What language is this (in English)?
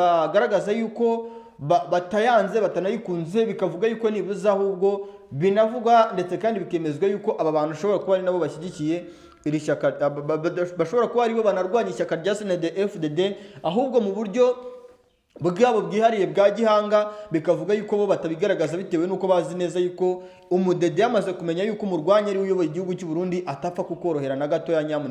Kinyarwanda